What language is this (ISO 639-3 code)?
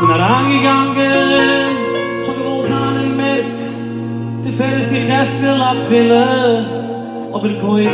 yid